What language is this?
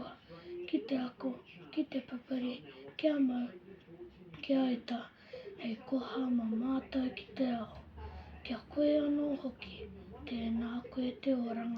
Māori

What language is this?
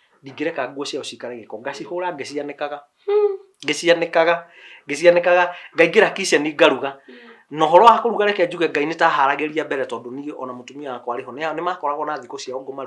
Kikuyu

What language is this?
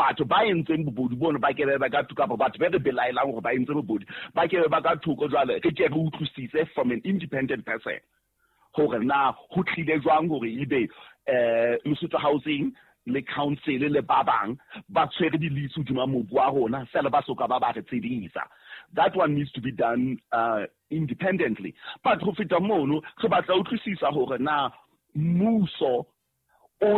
Southern Sotho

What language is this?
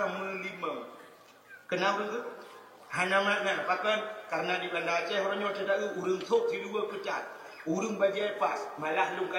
Achinese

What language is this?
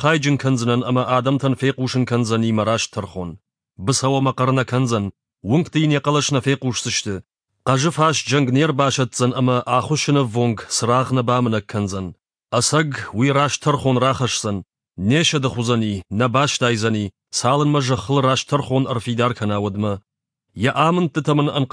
Ossetic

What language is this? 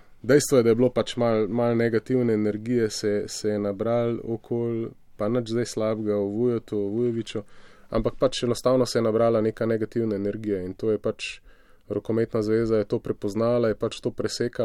Slovenian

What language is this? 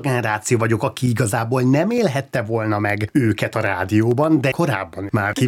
Hungarian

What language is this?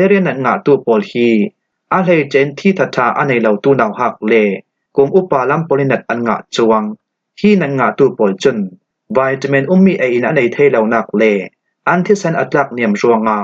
Falam Chin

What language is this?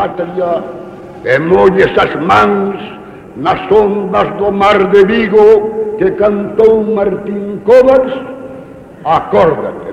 Galician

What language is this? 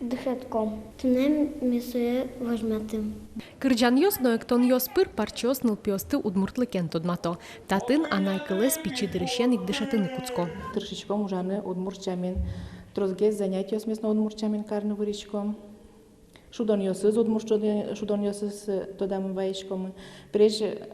Udmurt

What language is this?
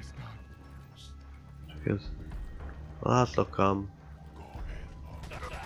Hungarian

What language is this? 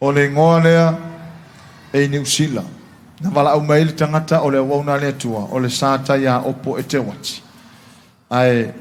Samoan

